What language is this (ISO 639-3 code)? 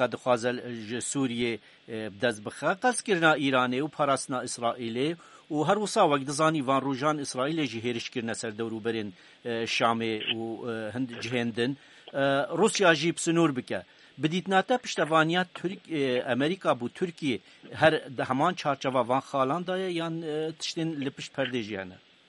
kur